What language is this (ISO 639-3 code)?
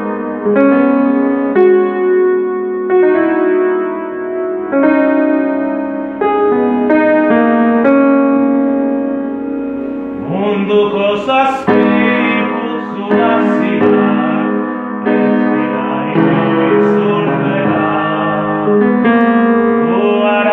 eus